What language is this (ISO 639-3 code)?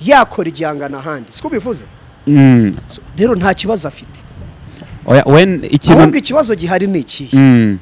kin